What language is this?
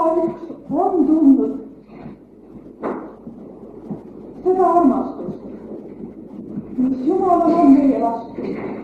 Estonian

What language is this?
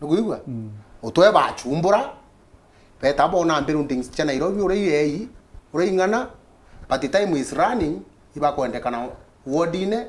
Meru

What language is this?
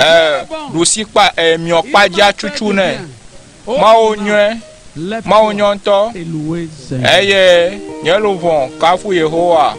Ewe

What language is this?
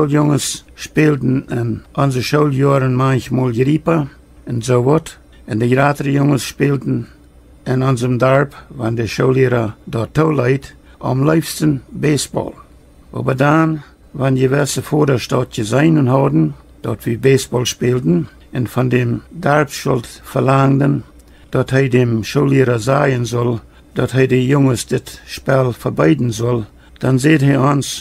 Plautdietsch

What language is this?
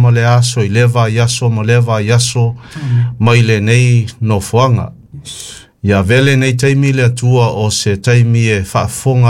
Samoan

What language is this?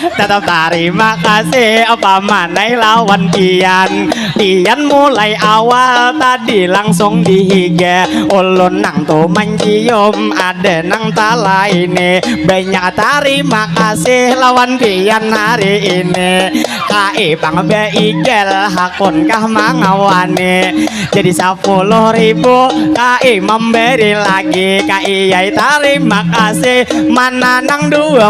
Banjar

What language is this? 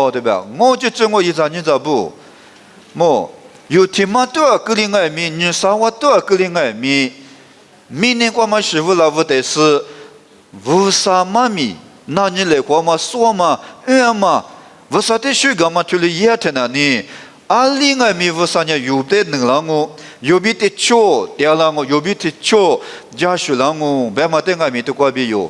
Lisu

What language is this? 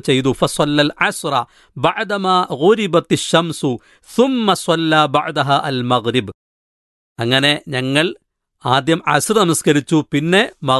Malayalam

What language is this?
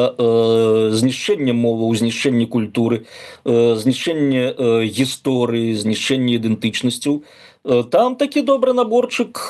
Belarusian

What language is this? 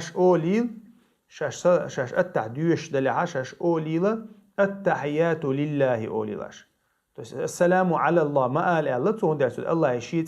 Chechen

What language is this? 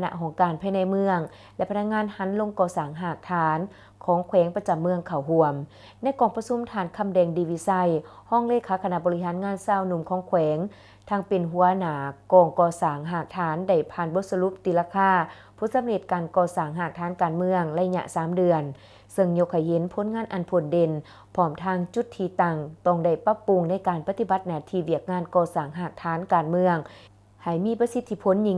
Lao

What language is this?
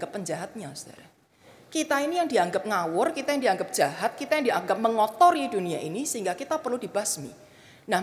Indonesian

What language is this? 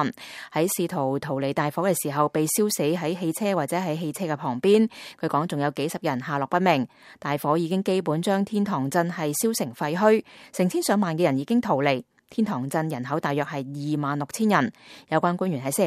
Cantonese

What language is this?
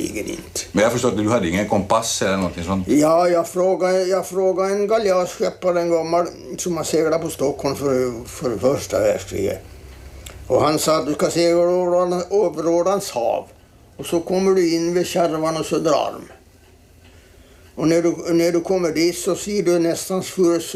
Swedish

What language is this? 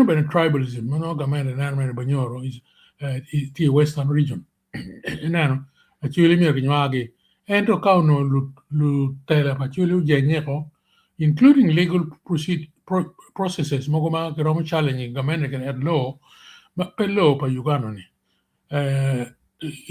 Acoli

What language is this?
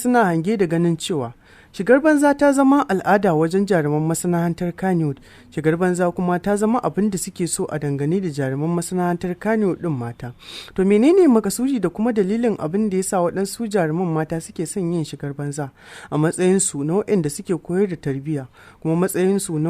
Hausa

